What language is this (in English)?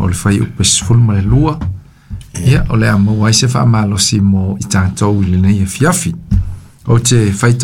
Samoan